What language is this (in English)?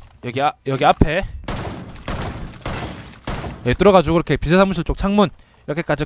Korean